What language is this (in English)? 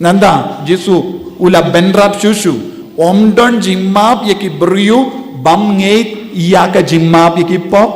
Khasi